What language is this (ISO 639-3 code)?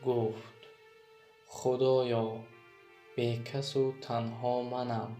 tgk